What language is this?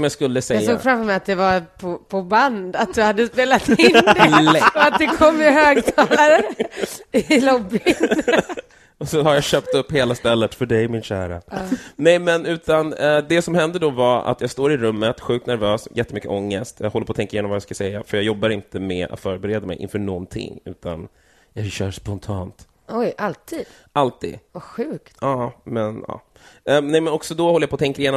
Swedish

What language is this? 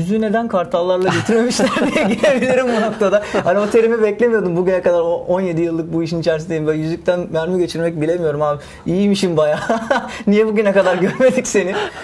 Turkish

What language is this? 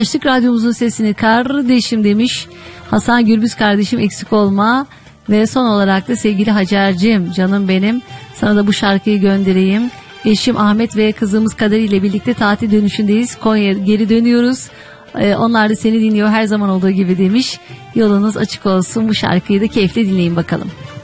Turkish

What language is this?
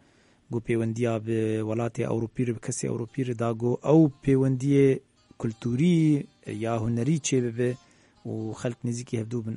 Kurdish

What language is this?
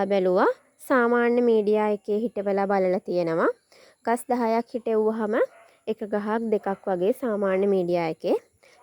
Sinhala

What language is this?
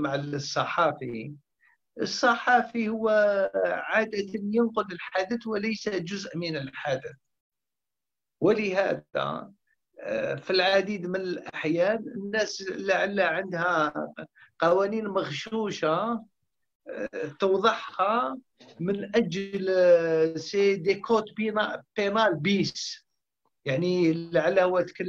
Arabic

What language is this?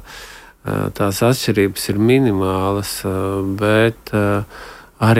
Latvian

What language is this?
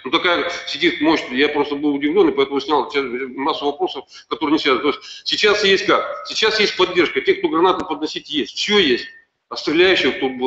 Russian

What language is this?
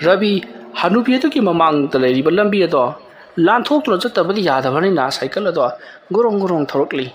Manipuri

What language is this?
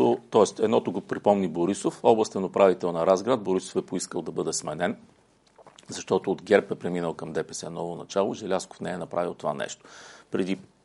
Bulgarian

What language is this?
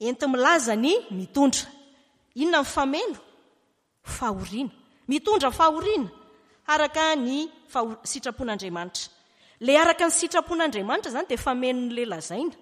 Malagasy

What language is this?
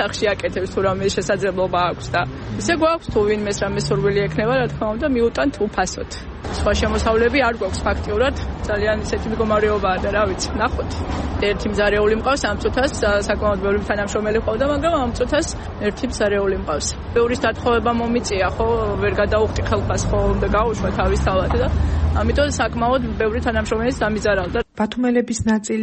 Georgian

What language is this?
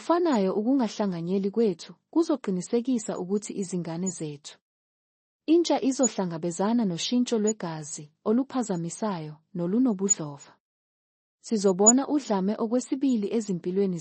Zulu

